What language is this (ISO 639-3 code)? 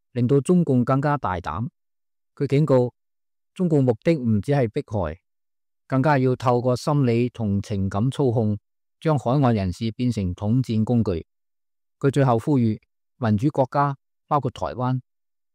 yue